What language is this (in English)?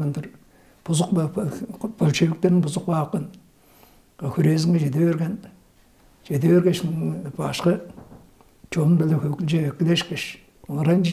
Tuvinian